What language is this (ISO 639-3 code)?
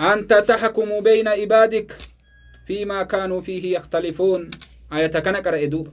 orm